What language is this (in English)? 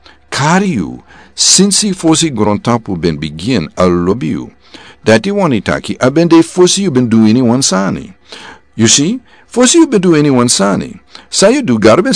Sranan Tongo